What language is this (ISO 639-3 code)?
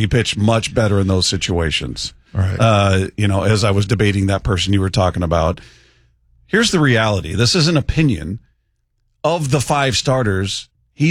eng